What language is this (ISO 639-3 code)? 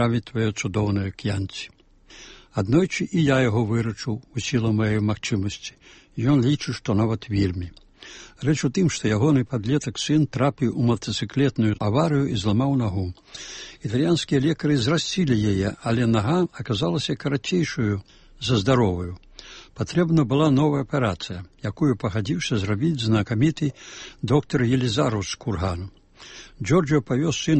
bel